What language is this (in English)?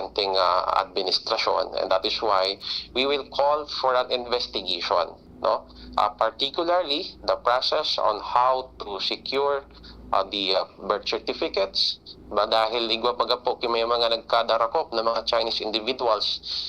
Bikol